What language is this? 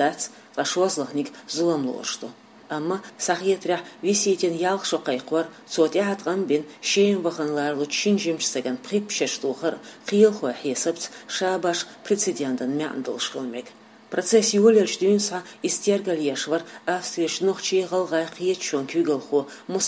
Chechen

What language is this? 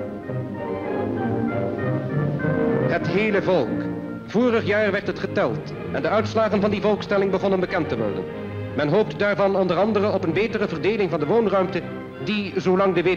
Dutch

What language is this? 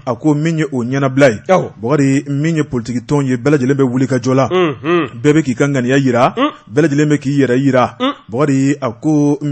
Bambara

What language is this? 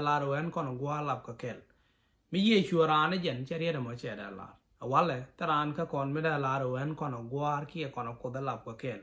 Nuer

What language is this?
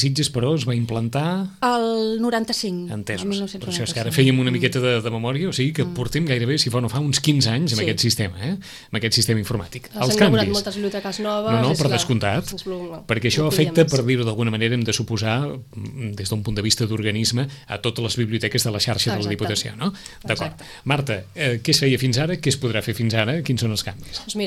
Catalan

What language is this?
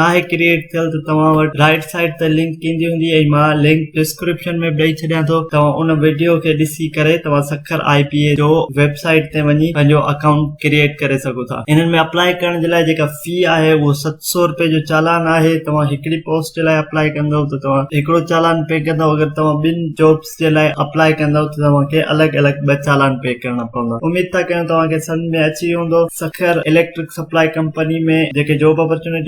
Sindhi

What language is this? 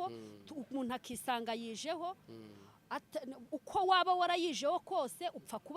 Kinyarwanda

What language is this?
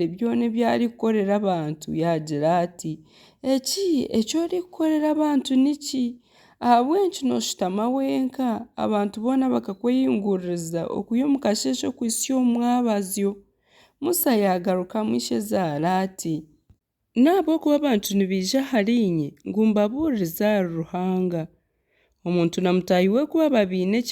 Nyankole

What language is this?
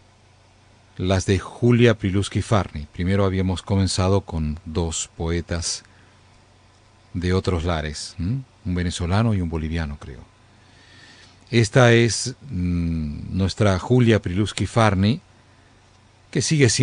Spanish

